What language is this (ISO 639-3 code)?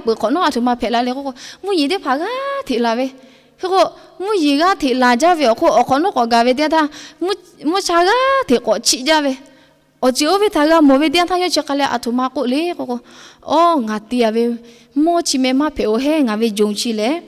lhu